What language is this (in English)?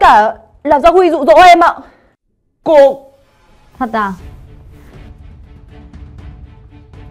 Vietnamese